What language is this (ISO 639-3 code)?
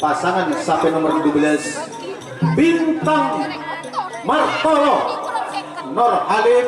mad